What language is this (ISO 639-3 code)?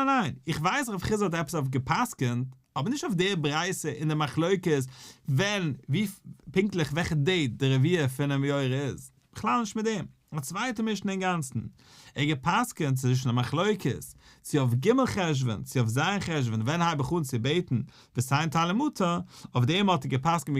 yid